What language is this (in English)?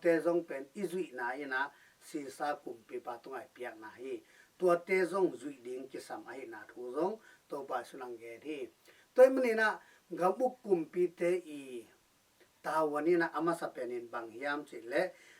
Tedim Chin